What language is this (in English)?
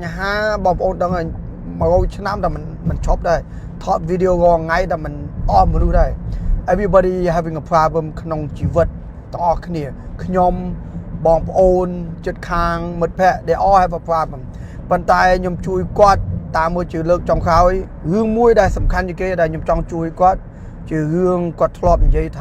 Khmer